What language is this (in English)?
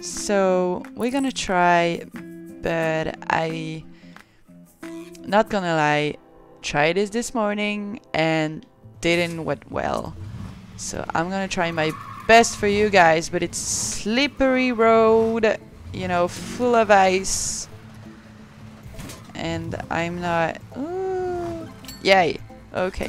English